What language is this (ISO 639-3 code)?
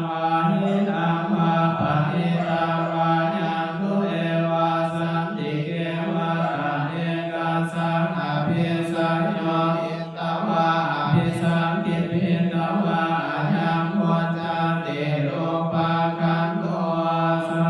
pli